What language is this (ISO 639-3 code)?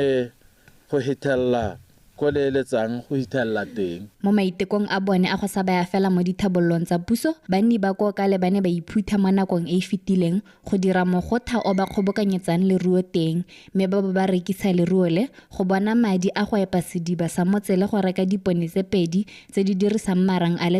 tsn